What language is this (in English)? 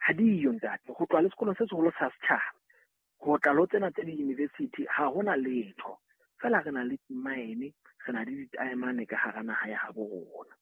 Southern Sotho